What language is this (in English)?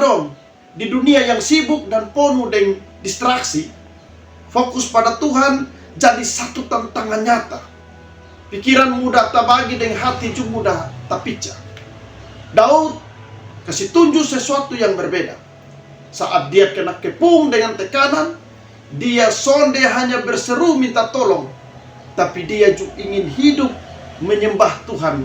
Kupang Malay